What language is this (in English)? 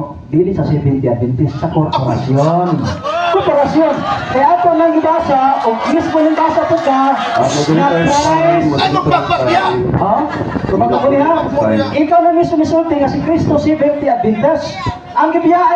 Cebuano